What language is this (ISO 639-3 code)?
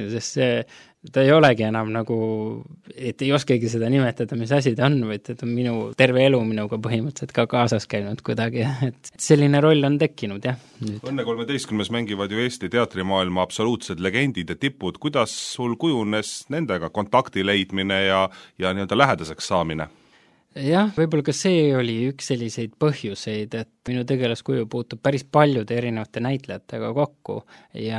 est